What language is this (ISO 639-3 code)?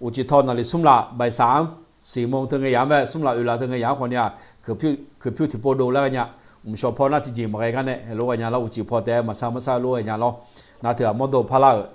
ahk